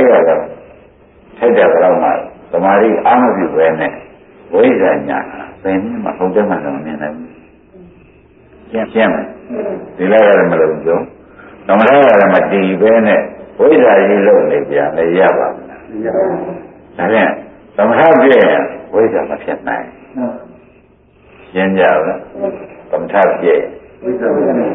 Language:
Burmese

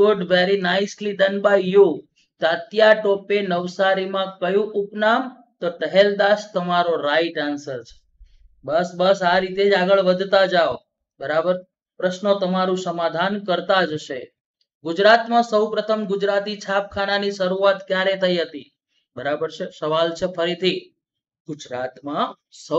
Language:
Gujarati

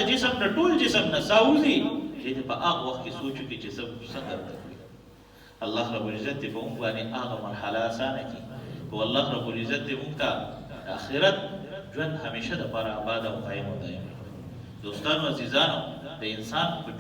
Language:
Pashto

